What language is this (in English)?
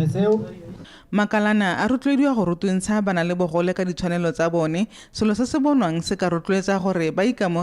Tswana